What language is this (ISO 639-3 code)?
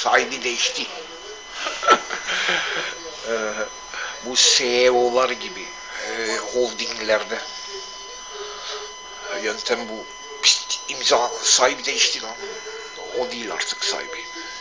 tur